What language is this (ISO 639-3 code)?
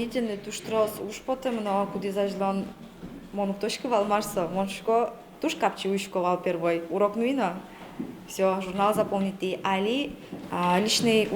udm